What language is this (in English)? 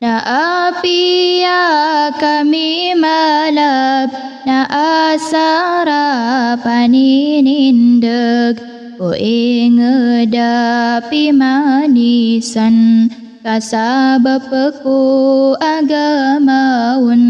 Maranao